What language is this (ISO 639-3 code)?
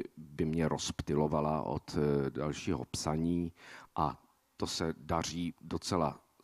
ces